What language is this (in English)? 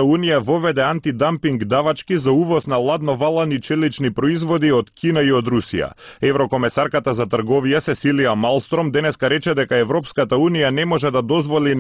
Macedonian